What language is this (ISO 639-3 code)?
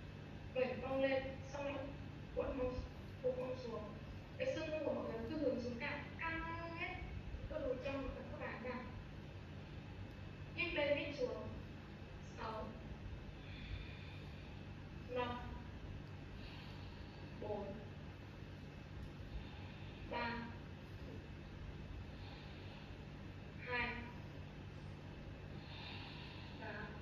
vie